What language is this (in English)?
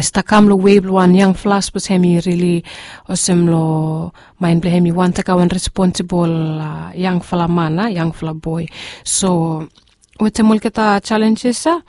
Bislama